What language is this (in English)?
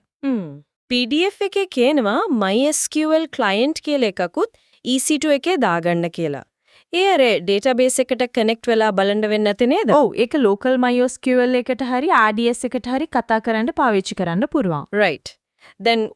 Sinhala